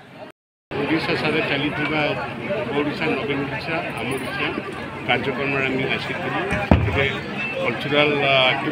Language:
Odia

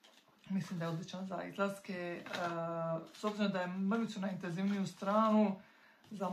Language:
Croatian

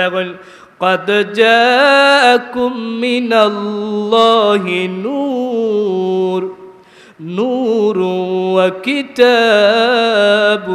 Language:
Sylheti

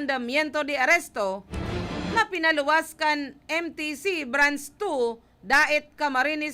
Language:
Bikol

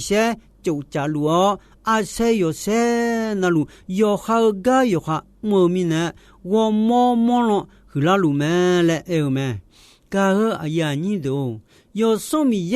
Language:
Akha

